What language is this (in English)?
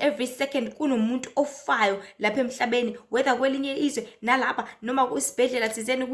Zulu